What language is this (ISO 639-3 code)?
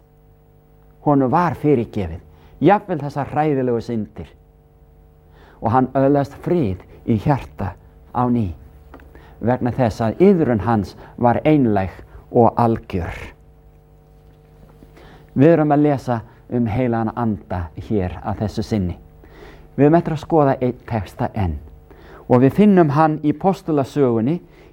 isl